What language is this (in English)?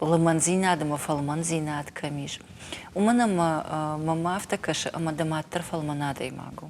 Ossetic